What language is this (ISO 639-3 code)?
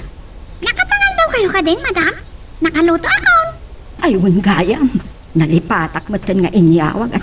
ilo